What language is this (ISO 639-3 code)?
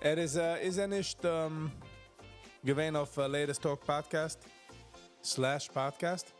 yid